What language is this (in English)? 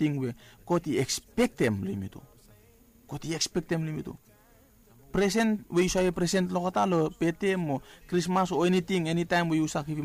Bislama